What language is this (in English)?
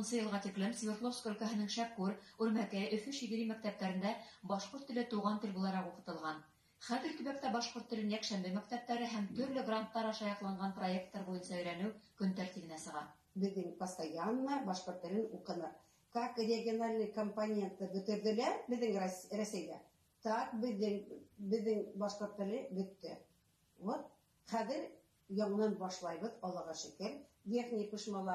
Bashkir